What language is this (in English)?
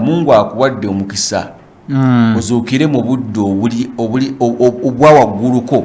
Ganda